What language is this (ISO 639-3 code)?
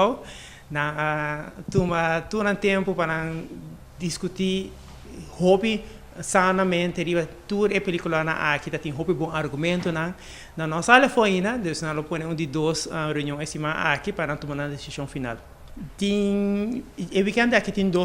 pap